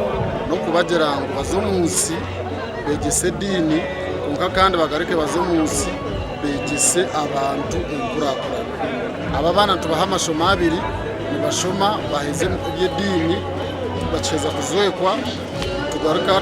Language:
Nyankole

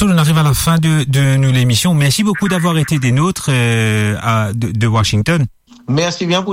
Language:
Morisyen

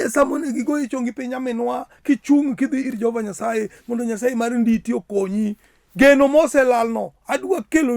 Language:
Luo (Kenya and Tanzania)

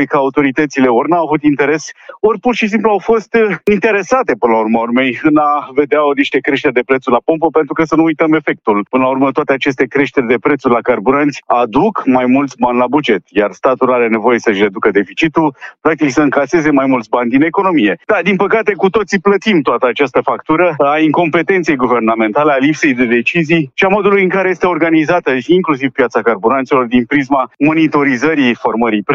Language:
Romanian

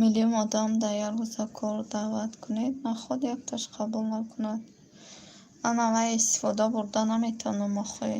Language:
Tajik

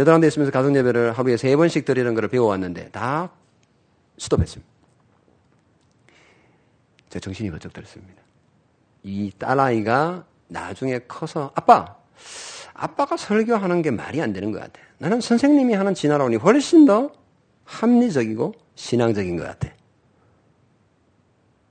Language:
Korean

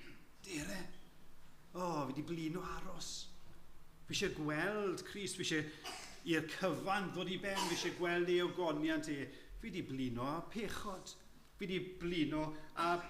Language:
Welsh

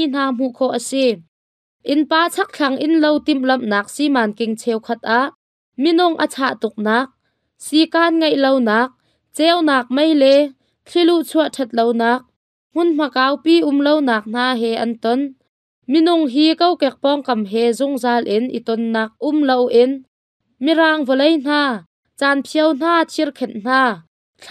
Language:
Hakha Chin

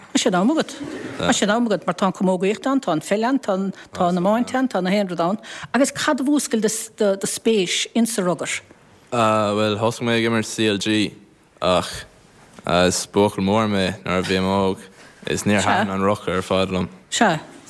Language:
Irish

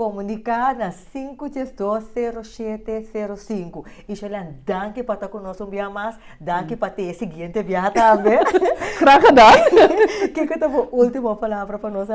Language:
Papiamento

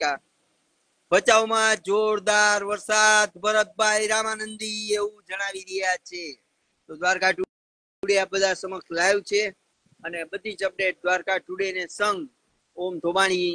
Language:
Gujarati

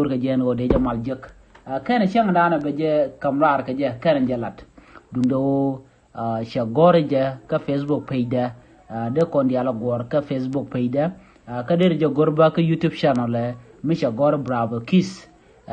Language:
Nuer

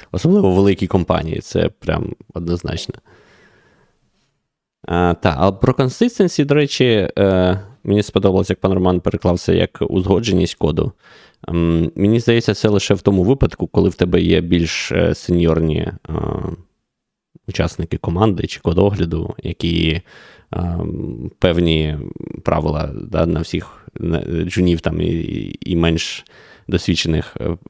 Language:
Ukrainian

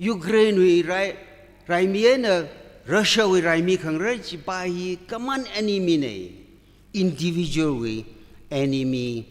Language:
Tangkhul Naga (India)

